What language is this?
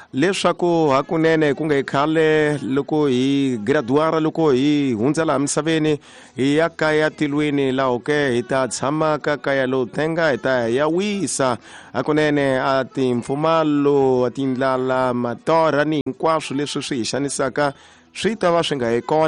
Tsonga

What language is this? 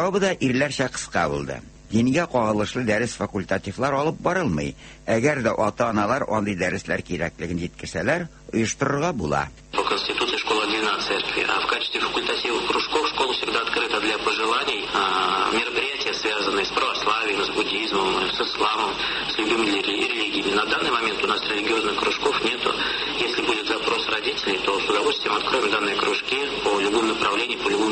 Tatar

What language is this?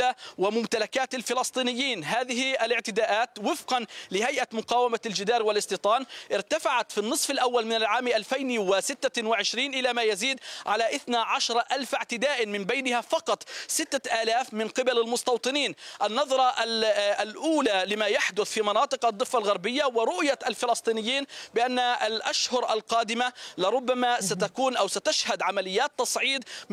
Arabic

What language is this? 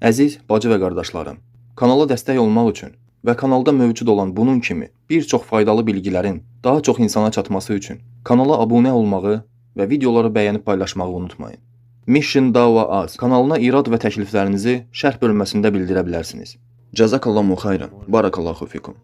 Azerbaijani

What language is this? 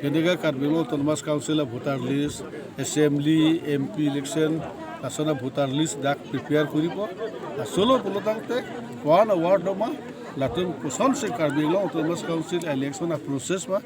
Karbi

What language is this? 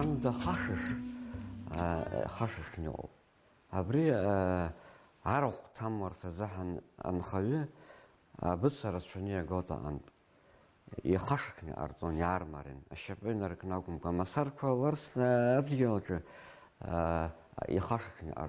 Abkhazian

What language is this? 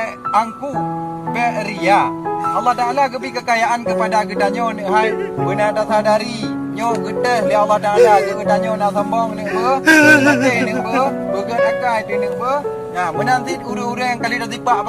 Achinese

